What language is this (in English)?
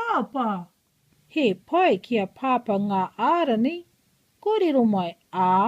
Māori